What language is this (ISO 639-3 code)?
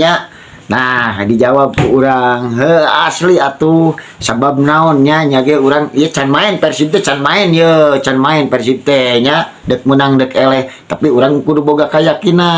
sun